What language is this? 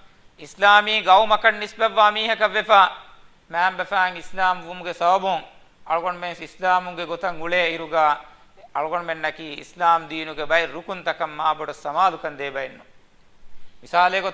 Divehi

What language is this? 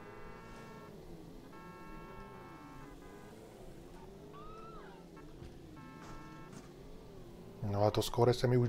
Czech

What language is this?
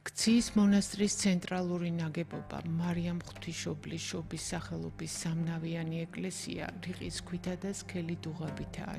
Georgian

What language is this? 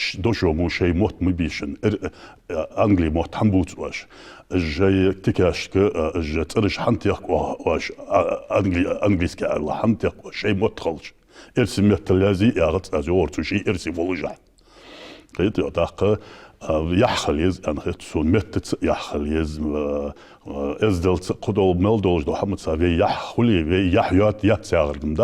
Ingush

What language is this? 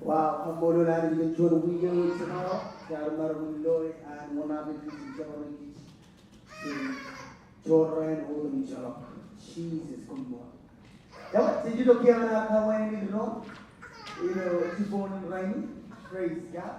Marshallese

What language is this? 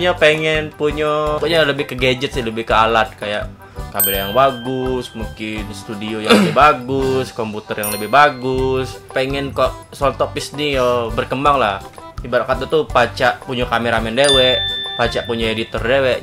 Musi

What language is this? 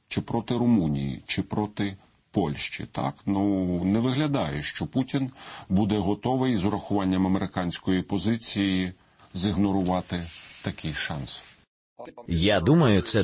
Ukrainian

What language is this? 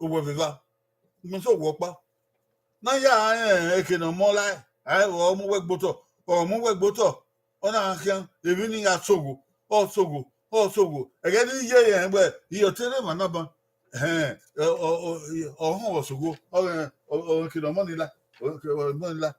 Bini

